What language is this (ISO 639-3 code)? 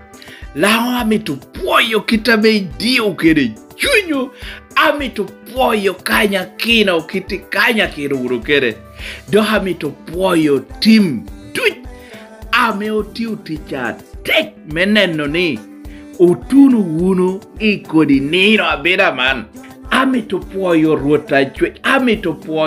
laj